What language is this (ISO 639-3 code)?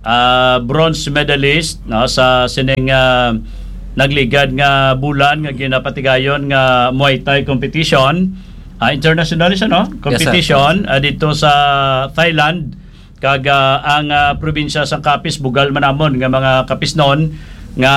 hil